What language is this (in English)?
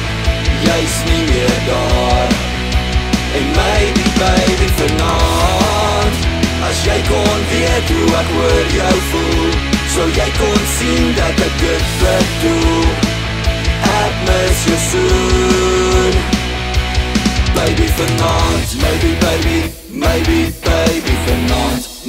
Afrikaans